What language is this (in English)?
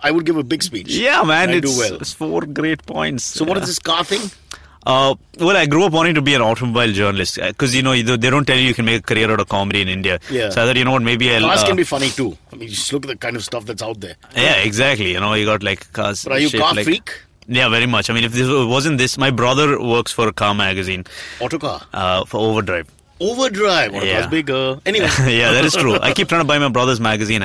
English